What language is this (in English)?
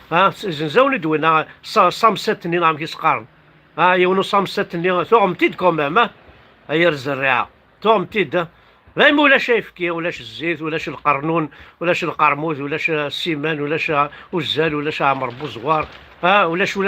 Kabyle